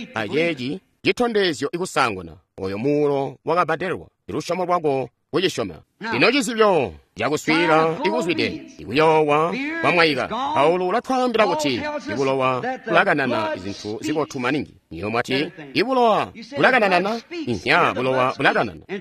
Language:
Tonga (Zambia)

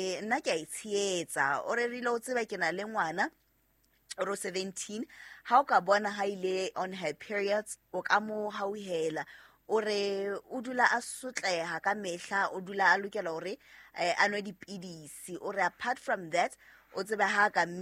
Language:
Southern Sotho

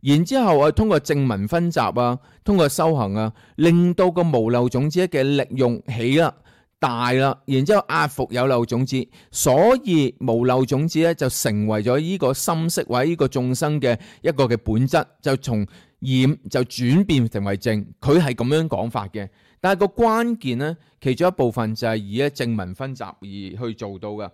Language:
Cantonese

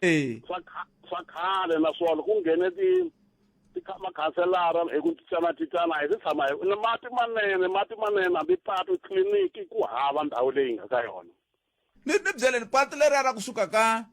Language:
Tsonga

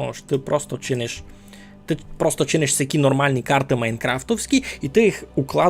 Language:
Rusyn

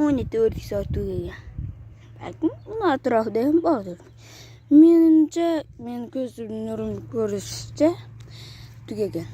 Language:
Uzbek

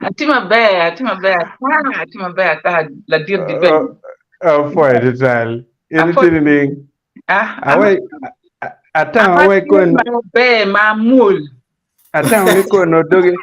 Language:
Acoli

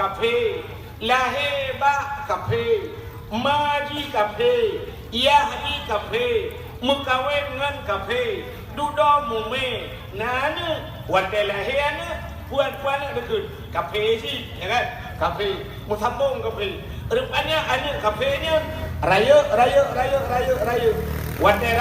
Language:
Achinese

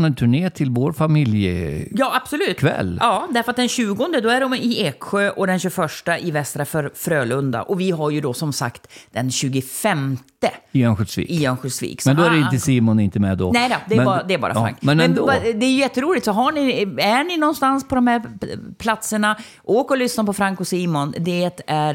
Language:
Swedish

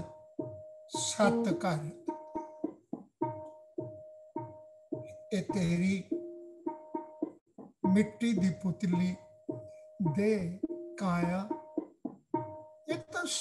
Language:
Punjabi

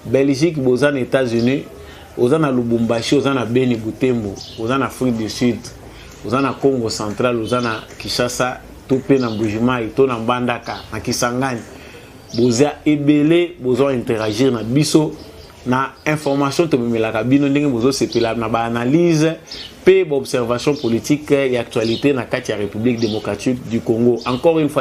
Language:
Lingala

